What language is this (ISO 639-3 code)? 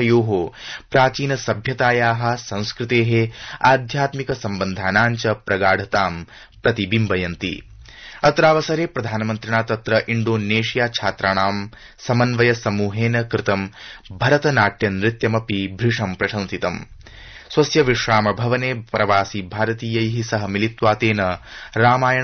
san